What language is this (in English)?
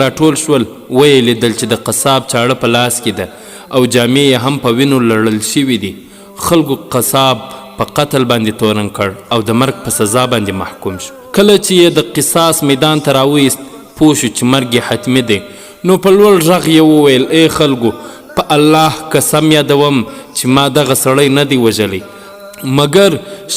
Pashto